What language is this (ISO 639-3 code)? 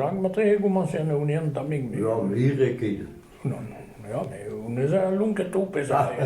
bre